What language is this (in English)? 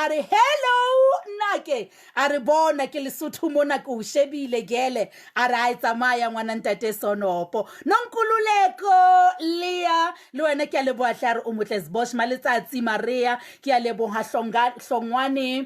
Southern Sotho